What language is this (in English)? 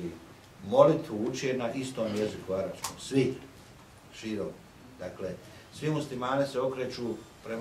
Bosnian